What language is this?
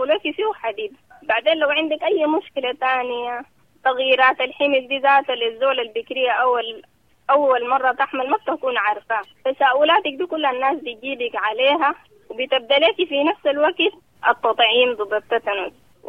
Sudanese Arabic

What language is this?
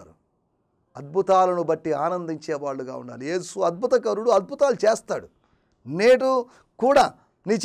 Telugu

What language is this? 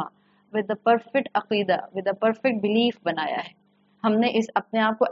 Urdu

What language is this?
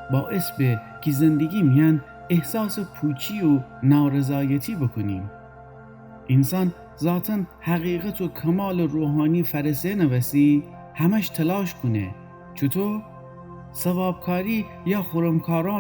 Gilaki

